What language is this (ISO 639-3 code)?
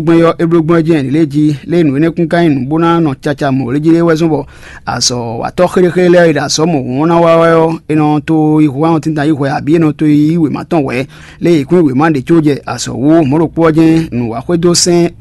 fon